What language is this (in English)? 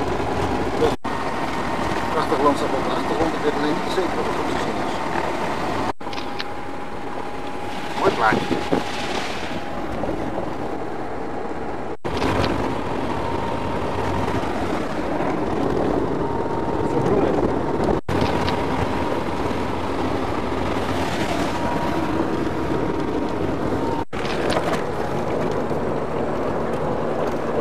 Dutch